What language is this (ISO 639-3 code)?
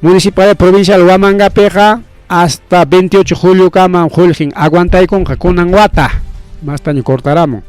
quy